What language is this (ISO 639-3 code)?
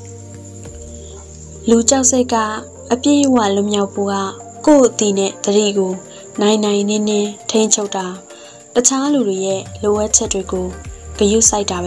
mya